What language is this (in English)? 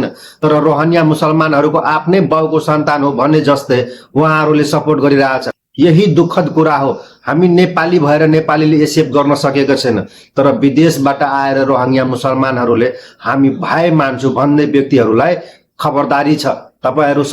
Nepali